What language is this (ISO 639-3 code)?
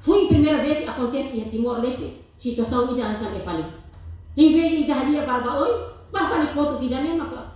tet